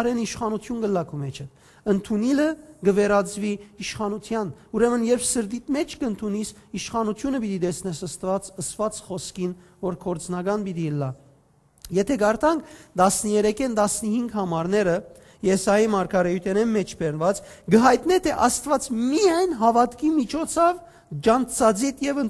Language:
Western Armenian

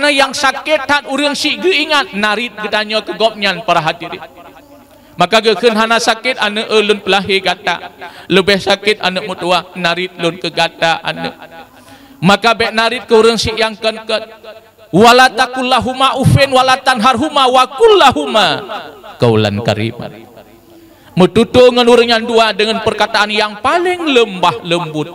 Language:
Achinese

